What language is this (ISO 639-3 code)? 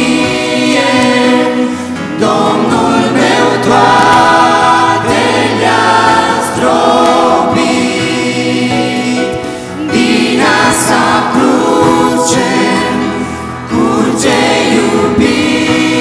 ron